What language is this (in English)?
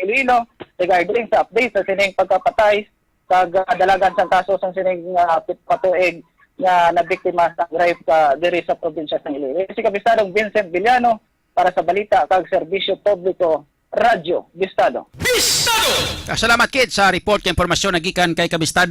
Hiligaynon